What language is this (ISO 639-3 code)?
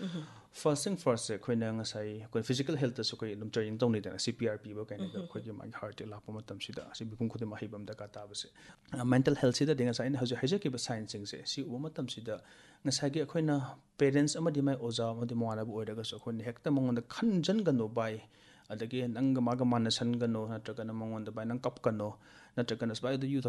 mni